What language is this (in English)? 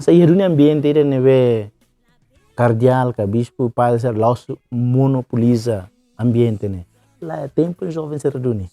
Tetum